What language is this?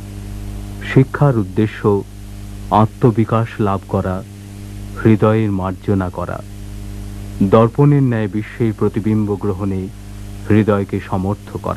Bangla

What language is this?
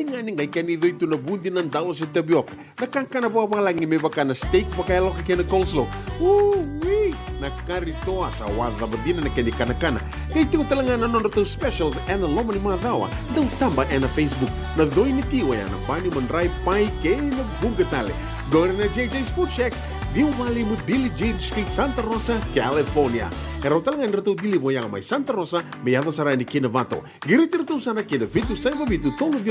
Fijian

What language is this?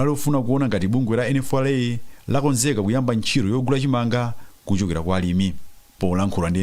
Nyanja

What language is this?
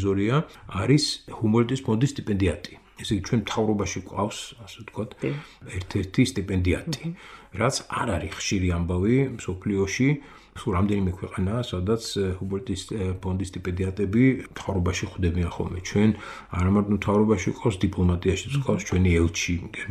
Georgian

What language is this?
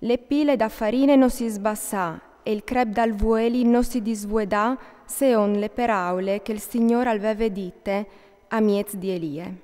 Friulian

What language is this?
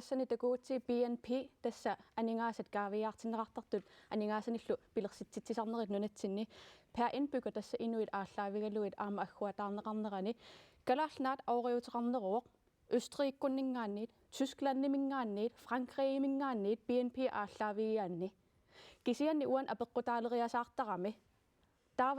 Kalaallisut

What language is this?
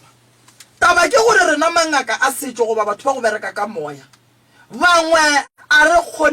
Northern Sotho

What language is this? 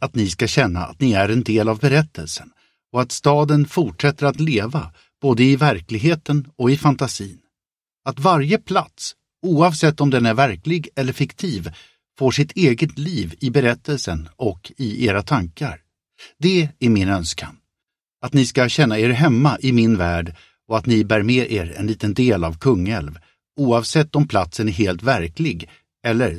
Swedish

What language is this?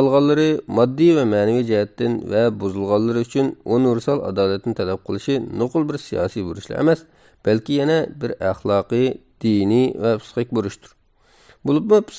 Uyghur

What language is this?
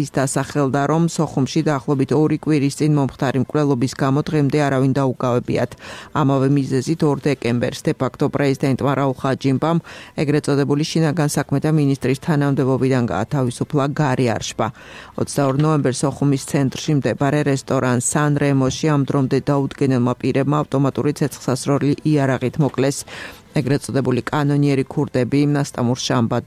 Georgian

